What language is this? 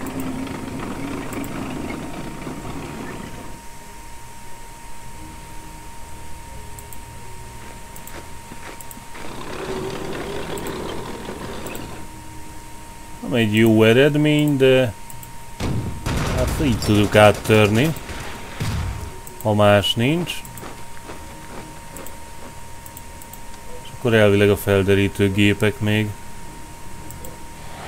Hungarian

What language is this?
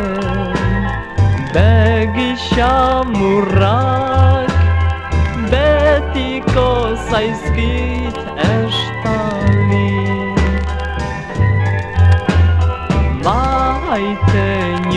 Basque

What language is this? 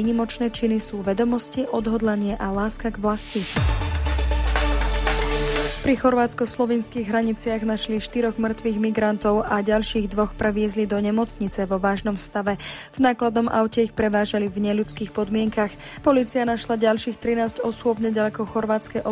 Slovak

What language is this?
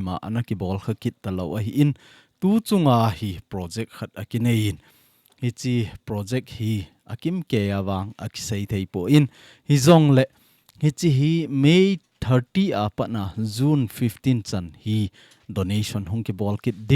Thado Chin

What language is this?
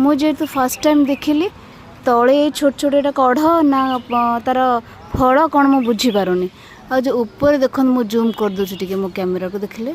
Odia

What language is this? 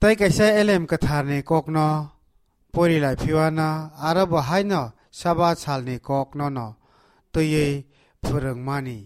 Kok Borok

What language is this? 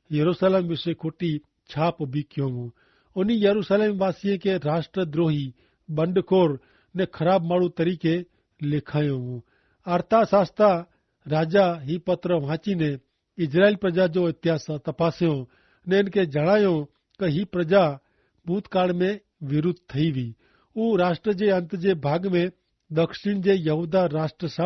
Kachhi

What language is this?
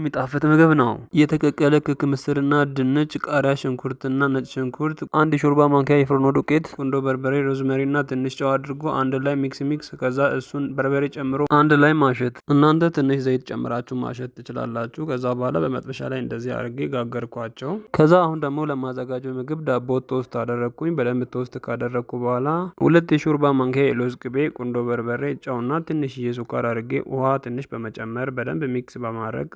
Amharic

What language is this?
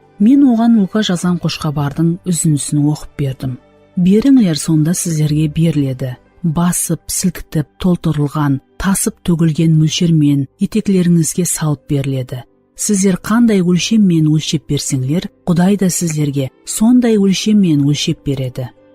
Kara-Kalpak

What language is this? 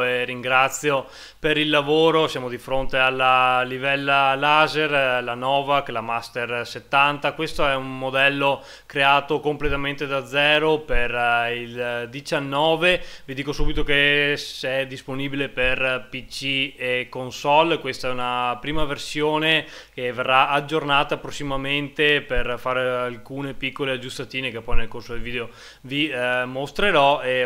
Italian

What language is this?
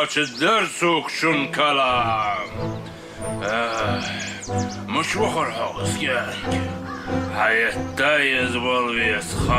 Ingush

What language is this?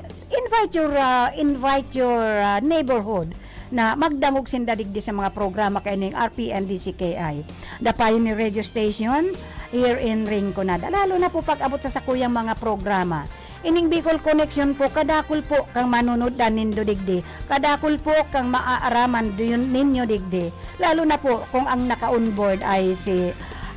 Bikol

